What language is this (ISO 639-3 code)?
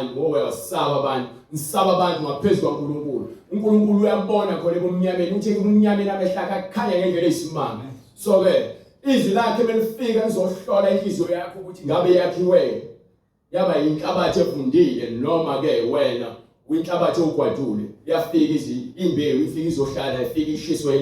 zul